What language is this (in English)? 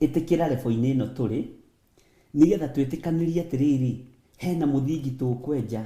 Kikuyu